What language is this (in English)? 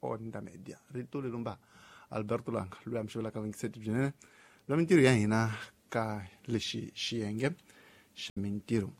Tsonga